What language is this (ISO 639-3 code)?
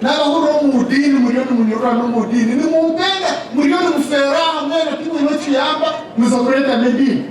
nyn